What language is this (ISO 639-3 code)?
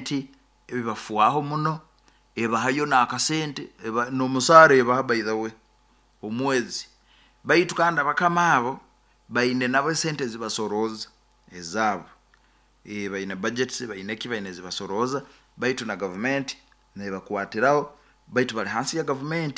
nyo